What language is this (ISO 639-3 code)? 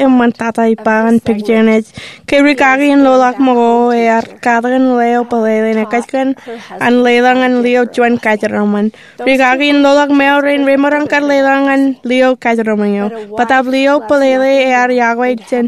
mah